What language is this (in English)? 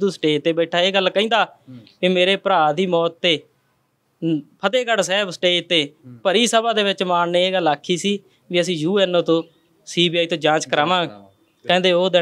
Punjabi